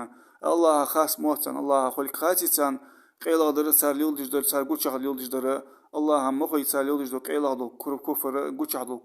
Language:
Ingush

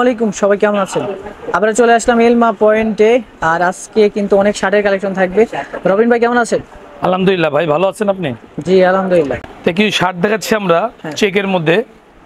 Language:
Bangla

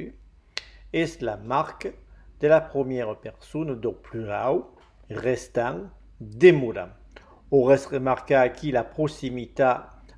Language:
Occitan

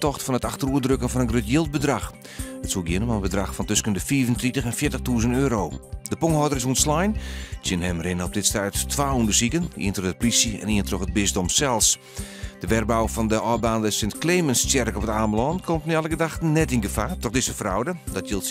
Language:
Western Frisian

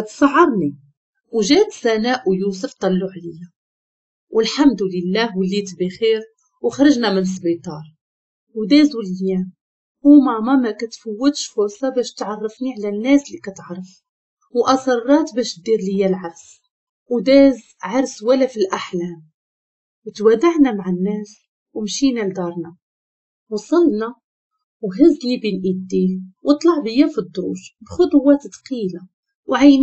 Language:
Moroccan Arabic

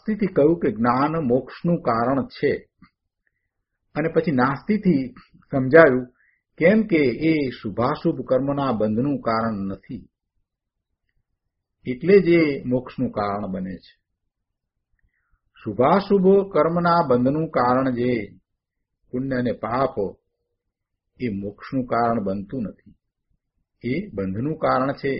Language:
Gujarati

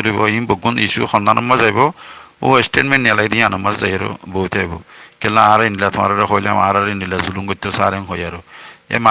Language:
Rohingya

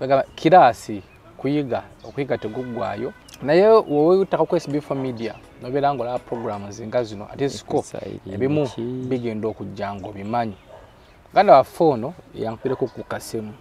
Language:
Ganda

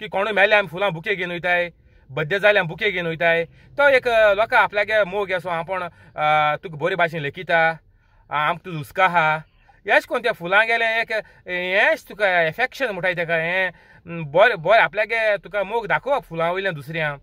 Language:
Konkani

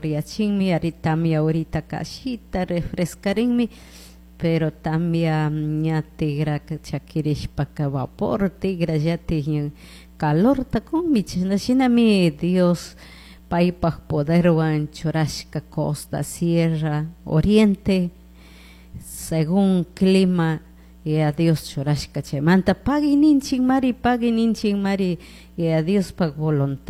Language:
Chimborazo Highland Quichua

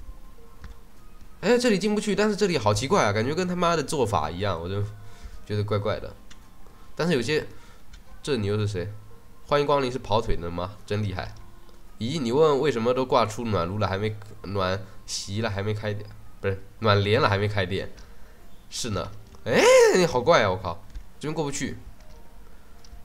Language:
Chinese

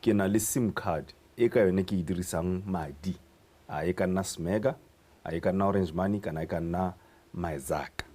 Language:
Tswana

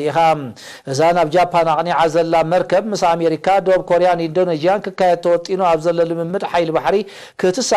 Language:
Tigrinya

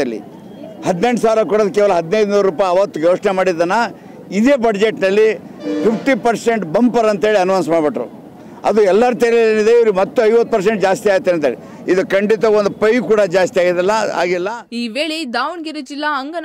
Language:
Kannada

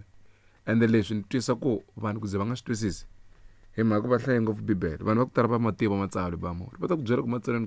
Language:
Tsonga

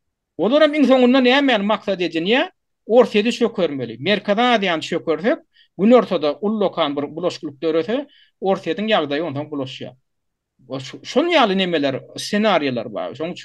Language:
Turkmen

